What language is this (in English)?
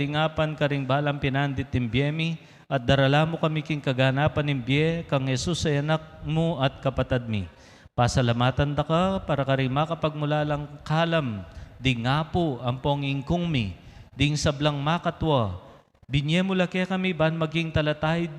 Pampanga